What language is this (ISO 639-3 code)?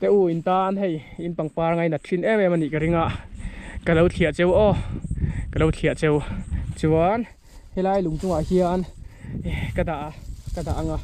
lus